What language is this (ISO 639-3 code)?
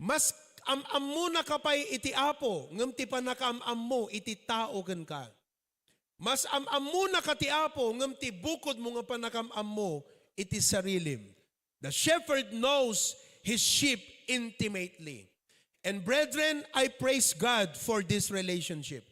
ilo